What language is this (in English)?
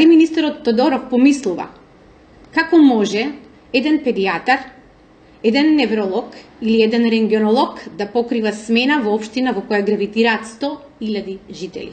Macedonian